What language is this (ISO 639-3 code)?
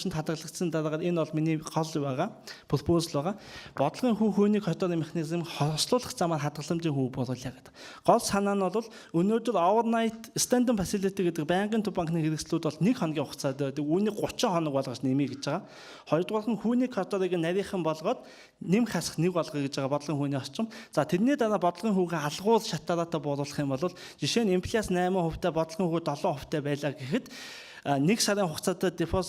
mon